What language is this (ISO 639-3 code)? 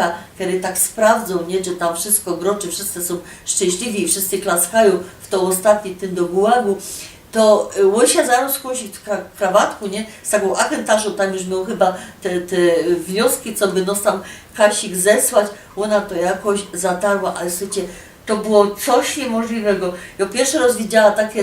szl